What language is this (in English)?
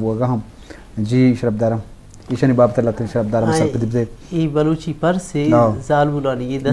Eastern Balochi